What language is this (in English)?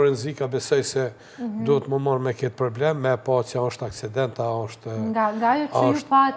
Albanian